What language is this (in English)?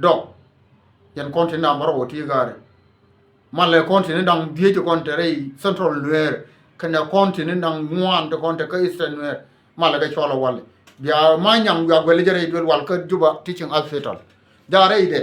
Nuer